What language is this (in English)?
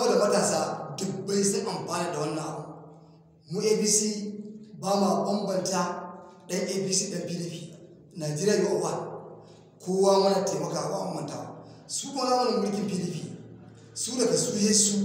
Hausa